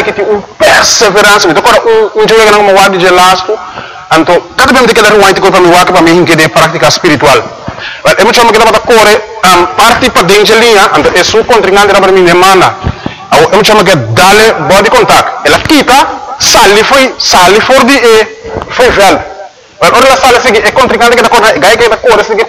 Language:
Papiamento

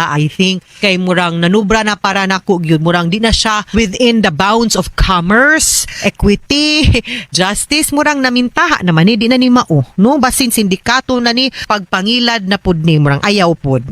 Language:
Cebuano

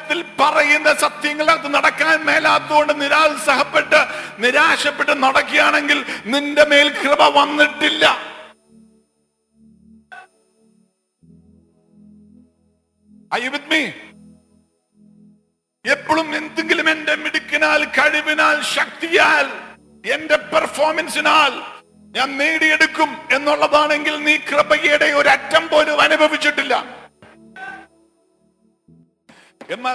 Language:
Malayalam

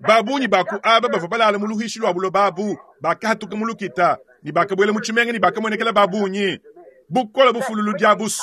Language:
Luba-Lulua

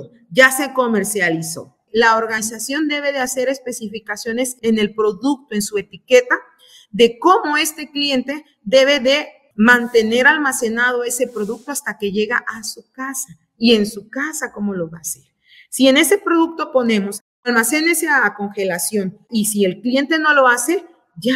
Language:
Spanish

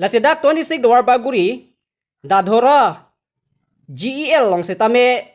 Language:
Karbi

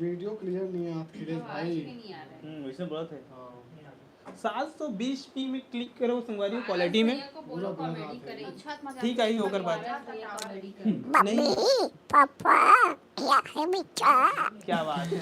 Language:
Chhattisgarhi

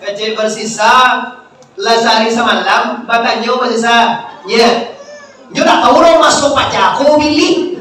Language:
Minangkabau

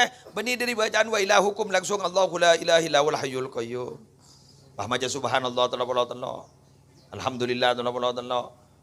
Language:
Madurese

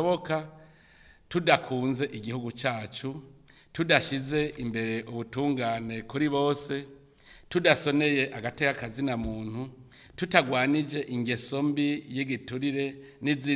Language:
Rundi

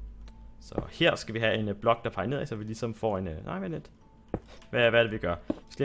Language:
Danish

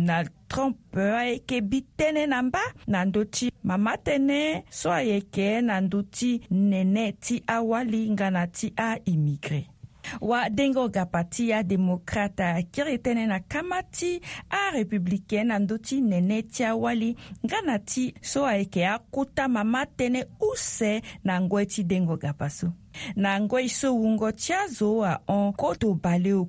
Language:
Sango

